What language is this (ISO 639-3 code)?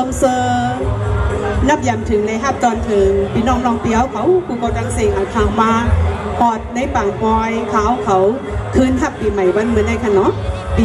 shn